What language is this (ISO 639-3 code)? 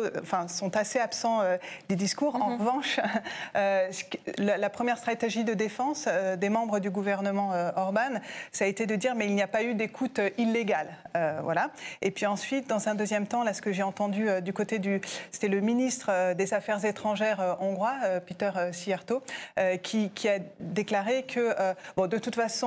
fra